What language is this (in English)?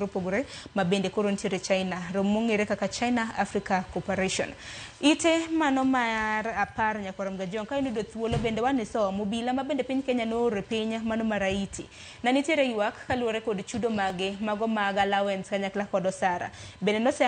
Luo (Kenya and Tanzania)